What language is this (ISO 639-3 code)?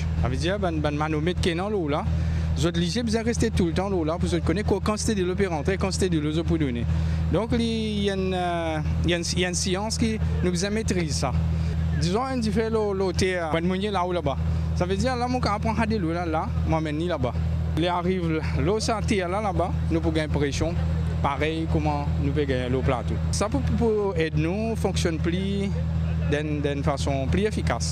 mfe